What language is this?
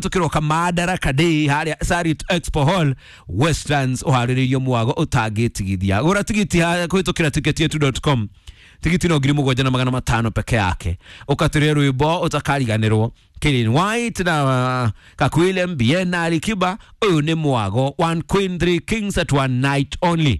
Kikuyu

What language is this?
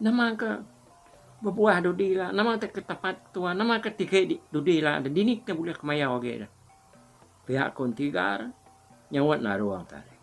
Iban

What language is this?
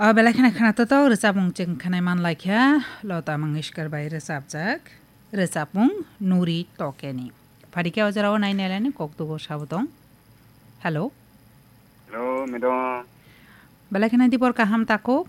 Kok Borok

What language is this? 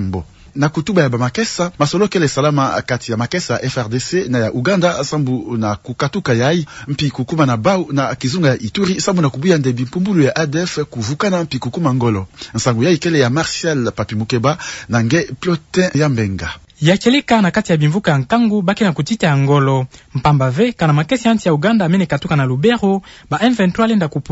Kituba (Democratic Republic of Congo)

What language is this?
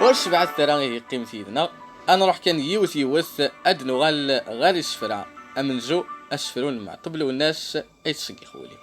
Kabyle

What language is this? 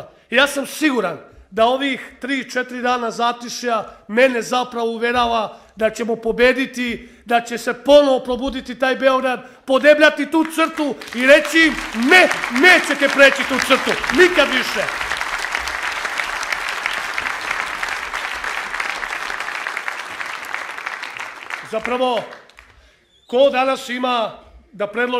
Serbian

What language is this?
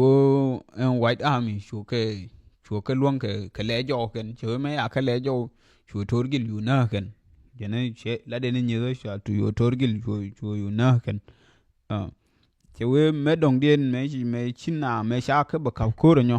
Nuer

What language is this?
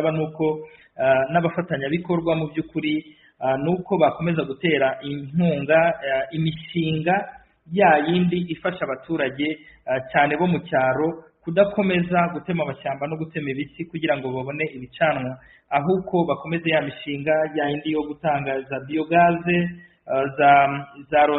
Kinyarwanda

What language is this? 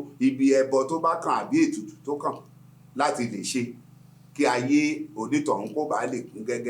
Yoruba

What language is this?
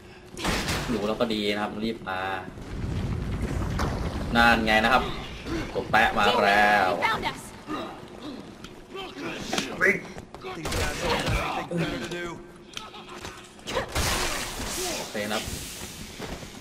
Thai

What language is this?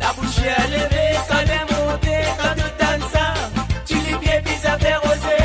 Morisyen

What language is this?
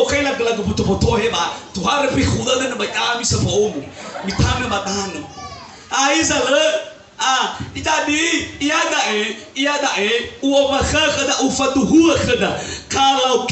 Nias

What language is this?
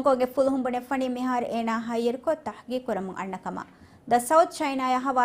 Divehi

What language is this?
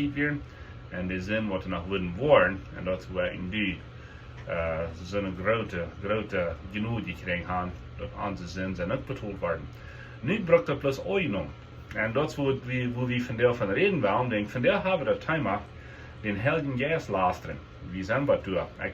Plautdietsch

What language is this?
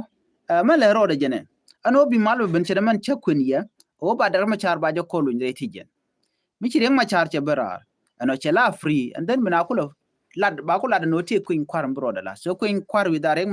Nuer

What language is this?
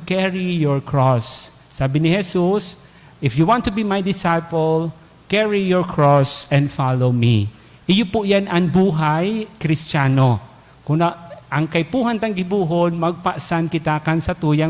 Bikol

